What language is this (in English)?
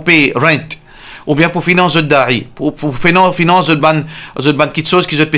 Morisyen